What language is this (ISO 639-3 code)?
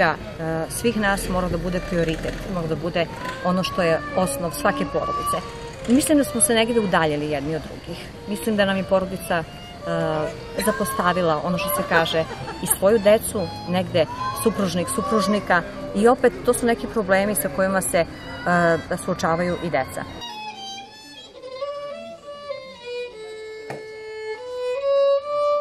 srp